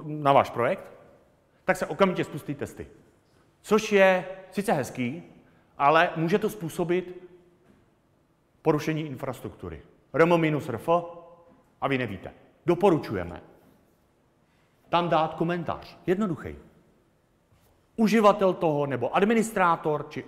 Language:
Czech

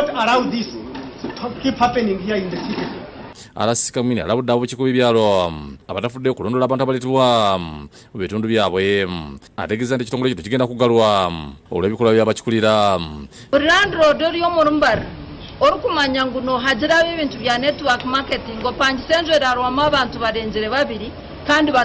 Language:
Ganda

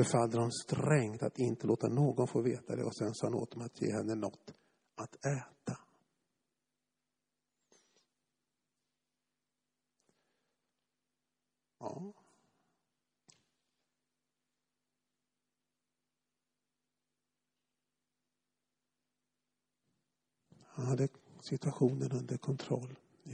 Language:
Swedish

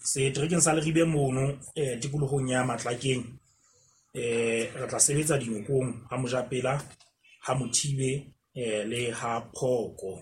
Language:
Southern Sotho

